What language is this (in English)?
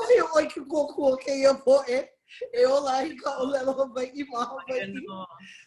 Hawaiian